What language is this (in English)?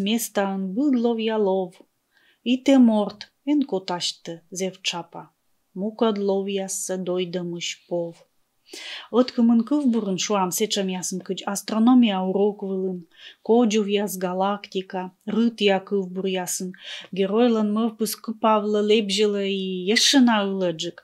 Komi